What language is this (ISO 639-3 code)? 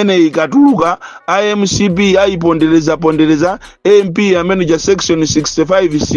nya